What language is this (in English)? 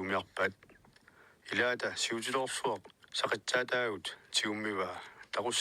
Kalaallisut